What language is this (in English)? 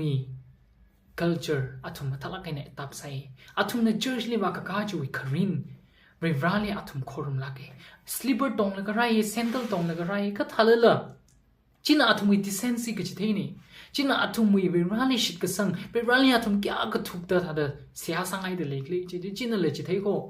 Tangkhul Naga (India)